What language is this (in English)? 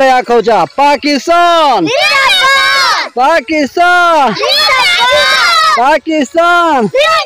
Saraiki